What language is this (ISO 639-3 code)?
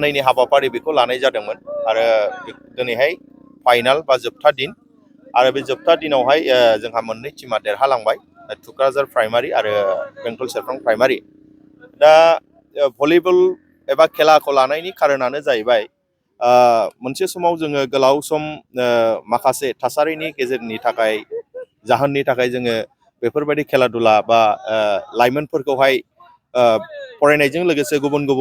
brx